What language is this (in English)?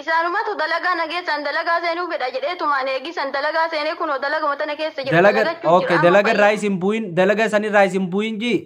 Oromo